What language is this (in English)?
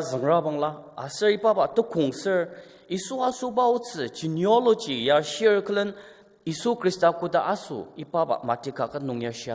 Ao Naga